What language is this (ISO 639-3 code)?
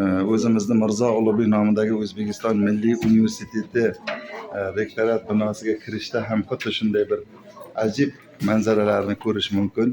uzb